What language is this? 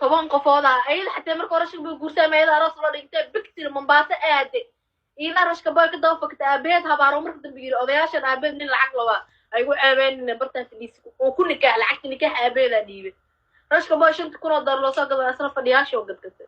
Somali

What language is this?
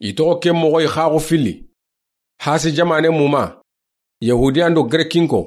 Soninke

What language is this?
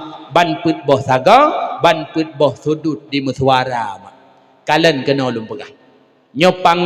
Achinese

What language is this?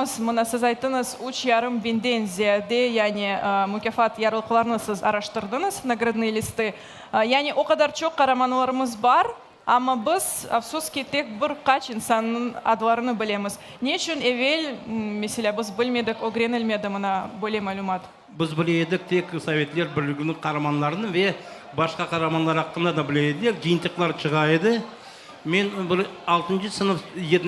Crimean Tatar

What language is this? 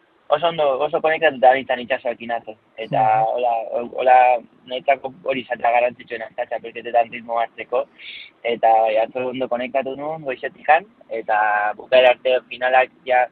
Basque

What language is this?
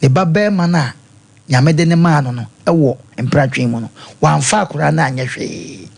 Akan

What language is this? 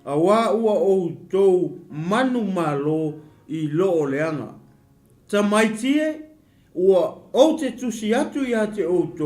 Samoan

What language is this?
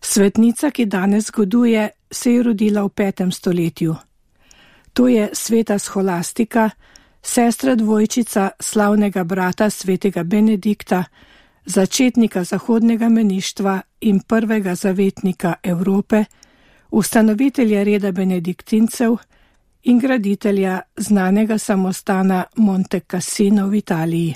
Slovenian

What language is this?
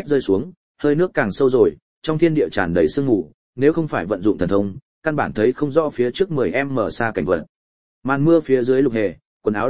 Vietnamese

